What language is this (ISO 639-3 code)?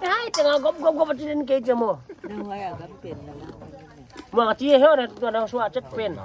pck